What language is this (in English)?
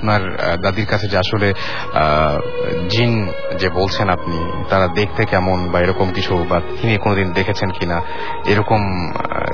Bangla